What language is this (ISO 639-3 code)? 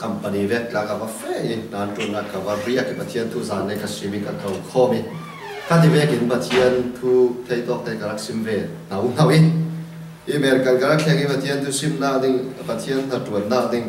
cfm